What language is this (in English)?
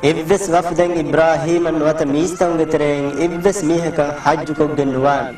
Divehi